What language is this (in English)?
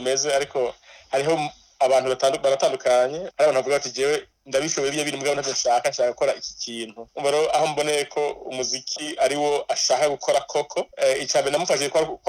Rundi